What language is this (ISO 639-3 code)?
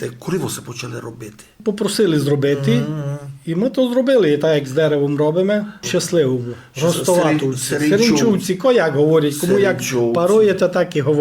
rue